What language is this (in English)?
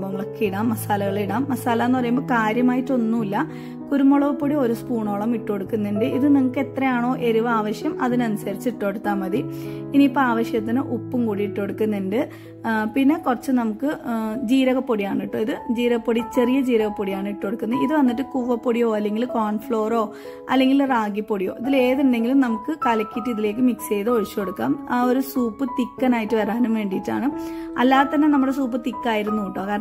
Malayalam